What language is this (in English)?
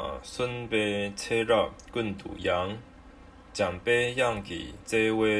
Tibetan